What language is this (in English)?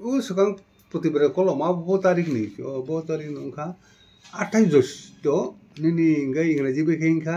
Kok Borok